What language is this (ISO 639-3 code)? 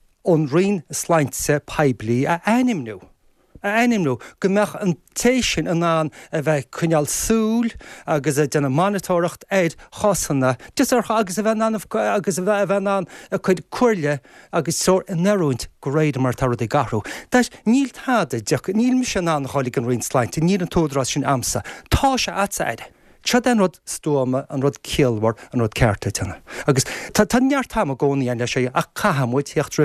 gle